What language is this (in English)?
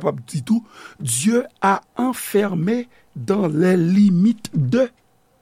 Haitian Creole